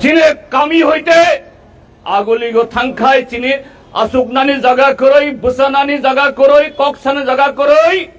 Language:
Kok Borok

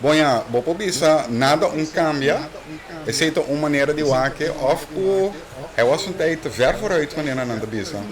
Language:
Papiamento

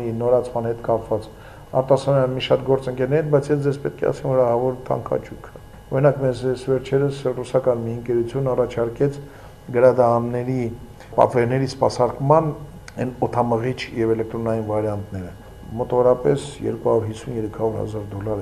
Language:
Armenian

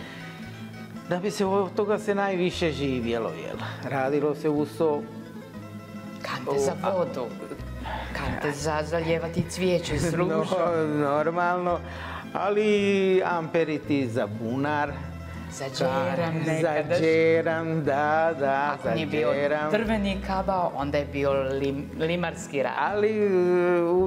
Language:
Croatian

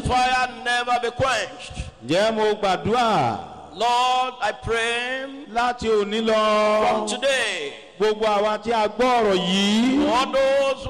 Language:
Yoruba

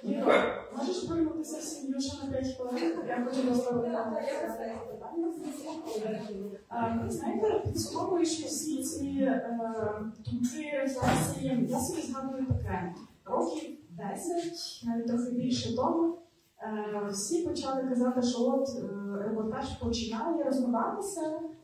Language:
Ukrainian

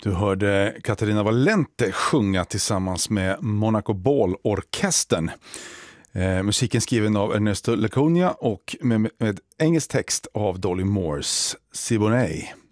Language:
Swedish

